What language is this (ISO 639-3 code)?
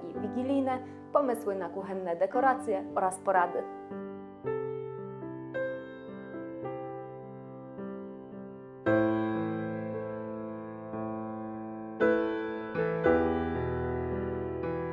pol